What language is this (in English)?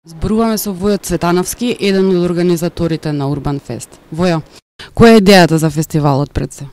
Macedonian